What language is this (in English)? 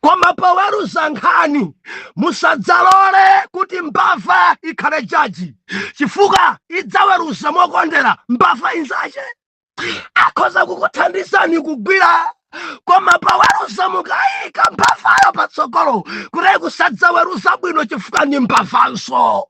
Nyanja